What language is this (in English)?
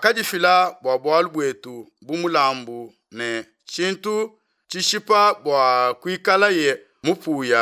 Luba-Lulua